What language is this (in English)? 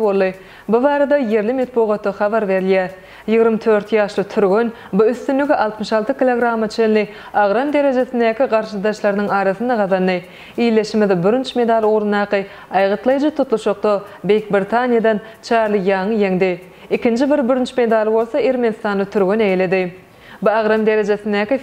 Turkmen